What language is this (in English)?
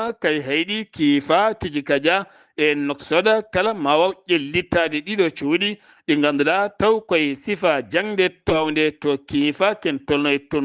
Fula